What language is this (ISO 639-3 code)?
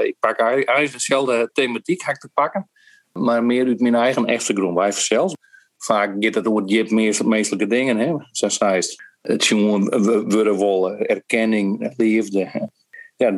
fry